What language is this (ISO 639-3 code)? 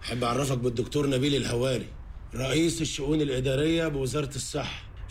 aeb